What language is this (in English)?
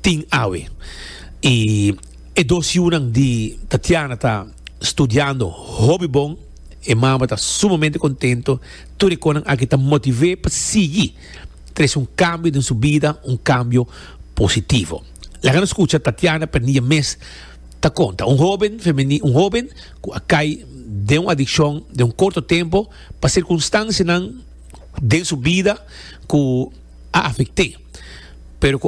Papiamento